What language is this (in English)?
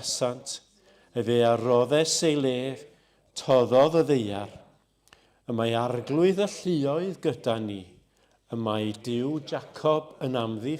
Welsh